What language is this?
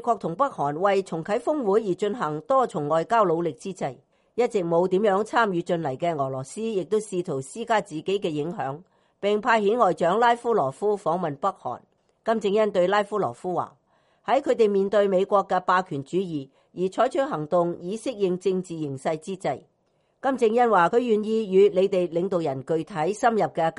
Cantonese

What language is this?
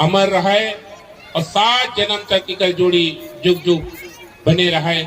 Chhattisgarhi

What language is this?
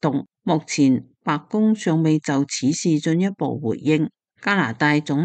Cantonese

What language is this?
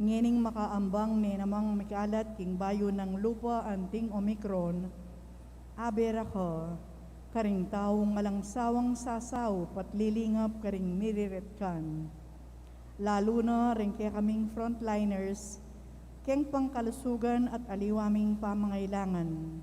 Pampanga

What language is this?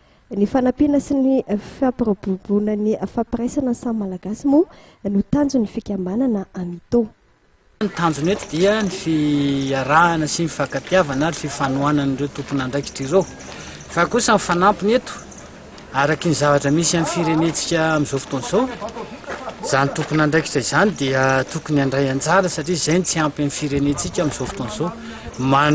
Malagasy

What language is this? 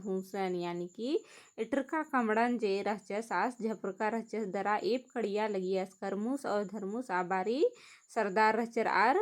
Kurukh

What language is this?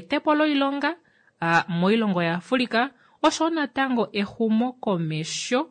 Kuanyama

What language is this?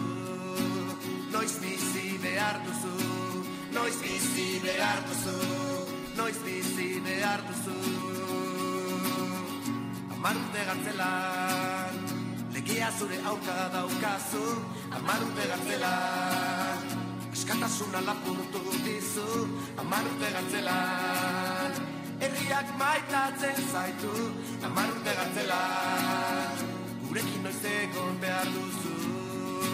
Basque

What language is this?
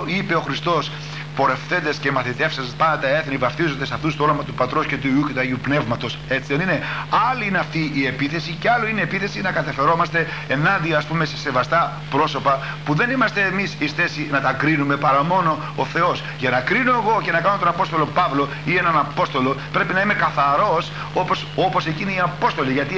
Greek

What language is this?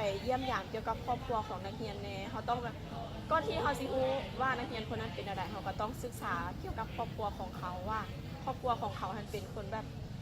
Lao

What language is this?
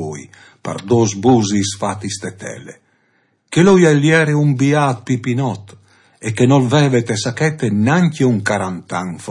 Friulian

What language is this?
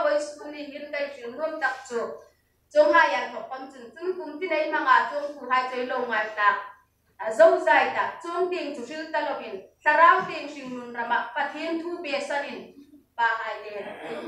Hmar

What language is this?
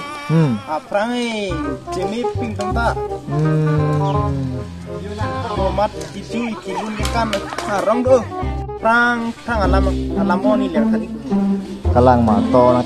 Karbi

